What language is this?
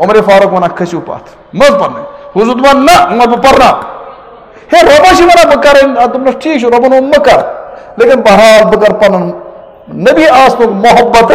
Kashmiri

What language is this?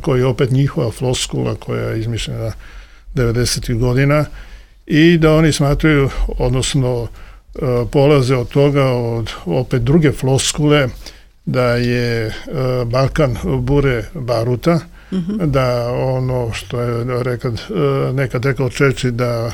Serbian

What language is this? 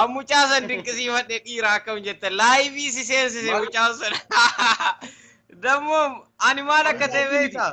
Oromo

